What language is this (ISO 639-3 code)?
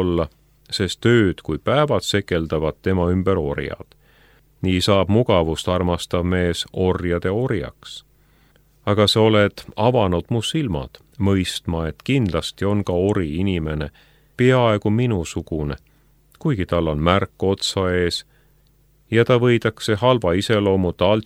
est